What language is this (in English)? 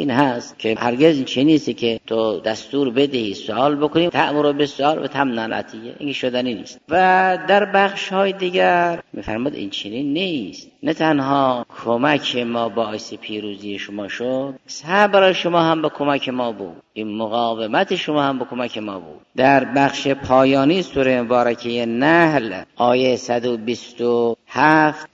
Persian